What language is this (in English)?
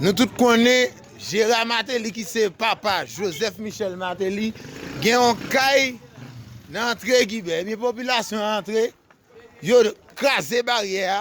Haitian Creole